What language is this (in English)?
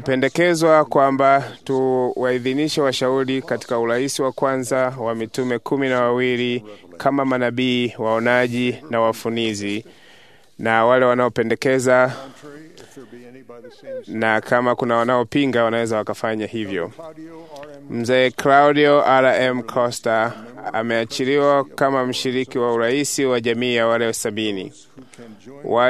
Swahili